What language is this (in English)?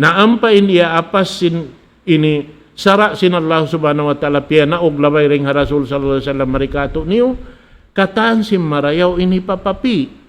Tausug